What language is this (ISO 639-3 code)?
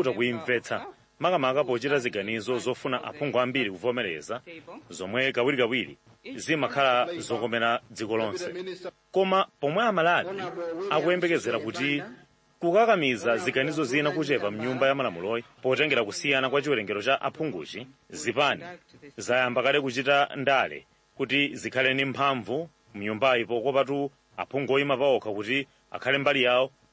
nya